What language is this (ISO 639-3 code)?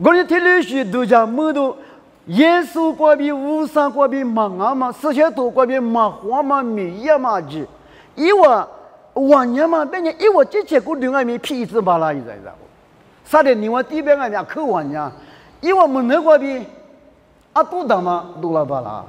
lis